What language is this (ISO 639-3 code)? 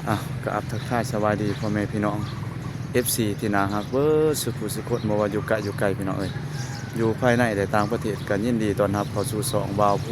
lao